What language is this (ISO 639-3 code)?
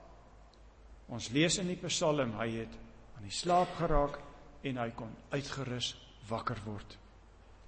afr